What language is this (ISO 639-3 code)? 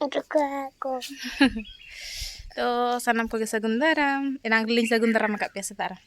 sat